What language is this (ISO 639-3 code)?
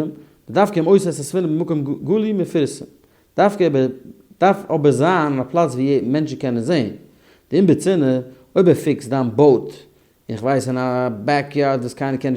yid